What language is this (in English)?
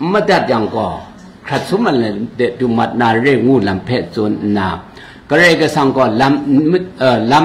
Kachin